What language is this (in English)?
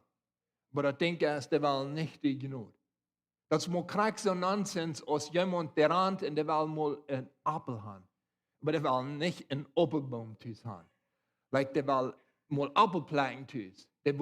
Plautdietsch